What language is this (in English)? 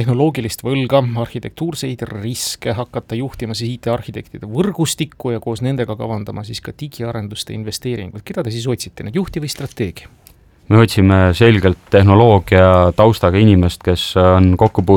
Estonian